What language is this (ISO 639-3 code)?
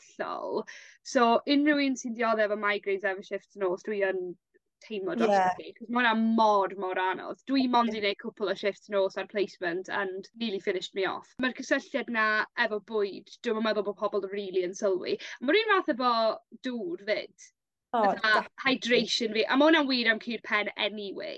cym